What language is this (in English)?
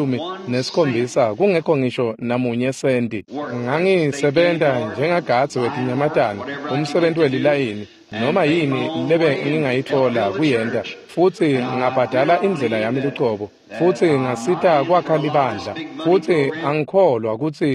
Swati